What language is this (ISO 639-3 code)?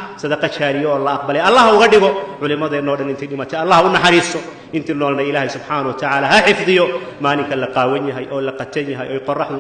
som